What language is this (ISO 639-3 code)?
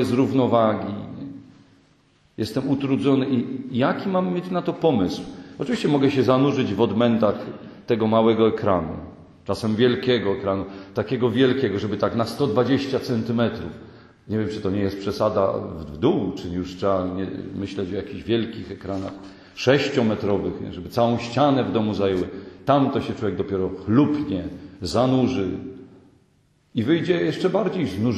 pol